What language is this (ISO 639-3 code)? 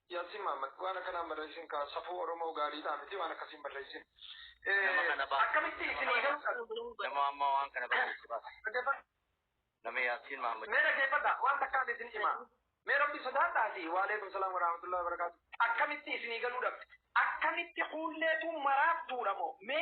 orm